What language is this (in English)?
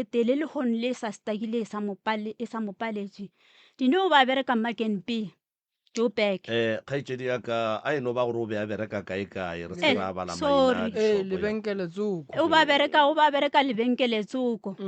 Northern Sotho